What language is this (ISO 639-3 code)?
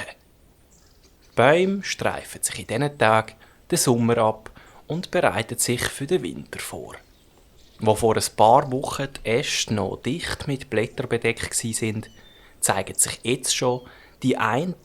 gsw